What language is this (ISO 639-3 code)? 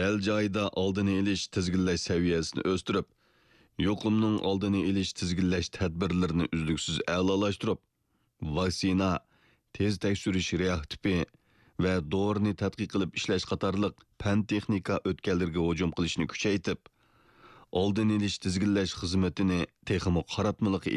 uig